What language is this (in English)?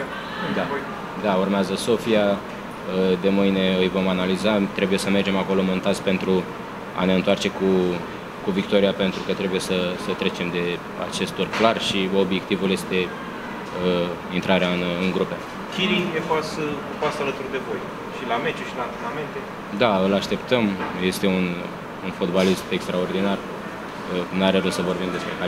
Romanian